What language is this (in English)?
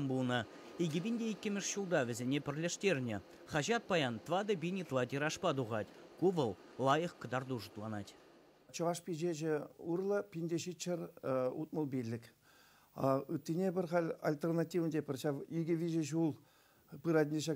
Chuvash